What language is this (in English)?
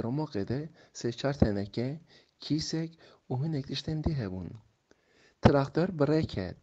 Kurdish